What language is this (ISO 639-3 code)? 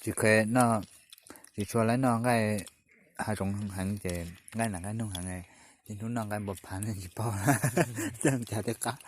hmn